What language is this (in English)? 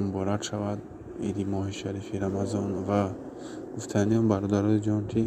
Tajik